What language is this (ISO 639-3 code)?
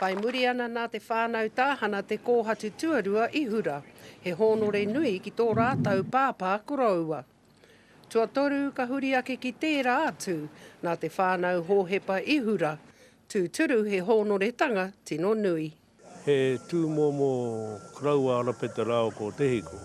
mri